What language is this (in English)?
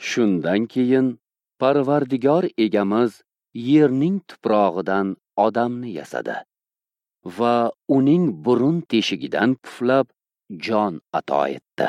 Uzbek